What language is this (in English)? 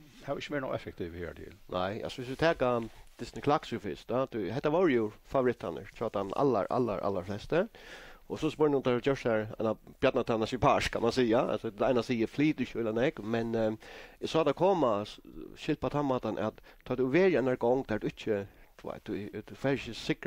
Faroese